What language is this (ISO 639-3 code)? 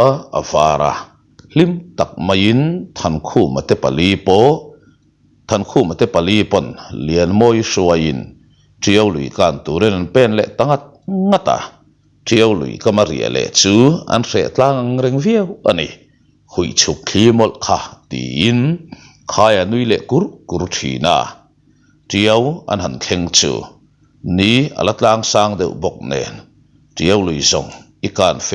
lus